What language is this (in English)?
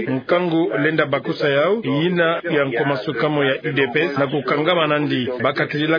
Kituba (Democratic Republic of Congo)